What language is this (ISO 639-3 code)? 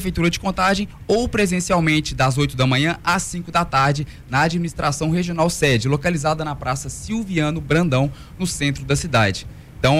por